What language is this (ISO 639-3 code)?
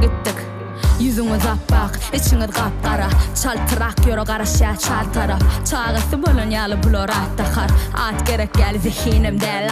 tuk